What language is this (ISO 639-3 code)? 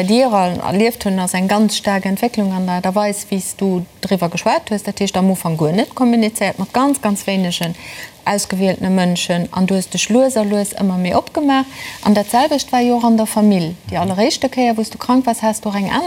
ltz